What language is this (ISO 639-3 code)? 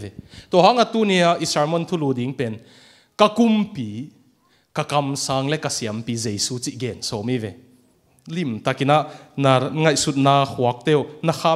ctd